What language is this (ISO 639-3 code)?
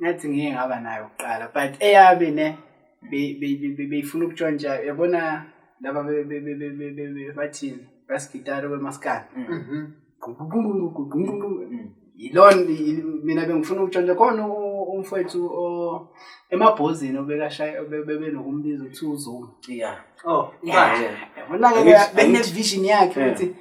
zul